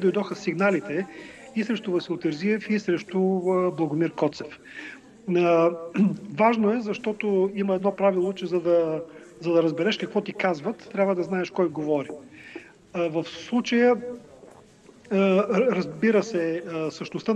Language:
Bulgarian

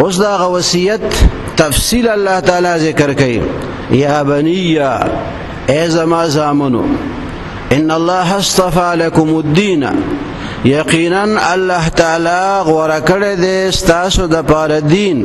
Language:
Pashto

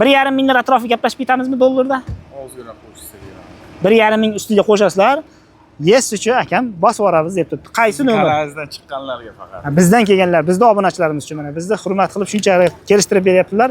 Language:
Uzbek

